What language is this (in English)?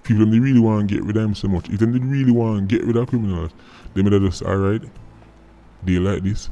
Jamaican Creole English